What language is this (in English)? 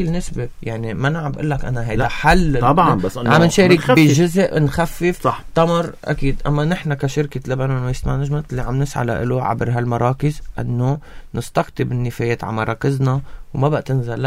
North Levantine Arabic